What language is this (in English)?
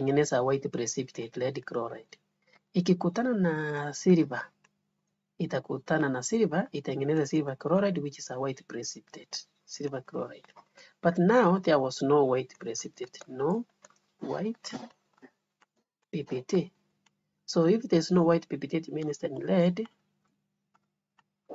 Swahili